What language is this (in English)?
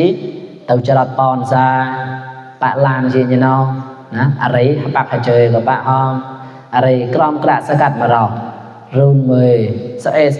Mon